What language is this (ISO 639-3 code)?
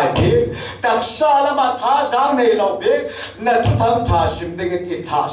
cfm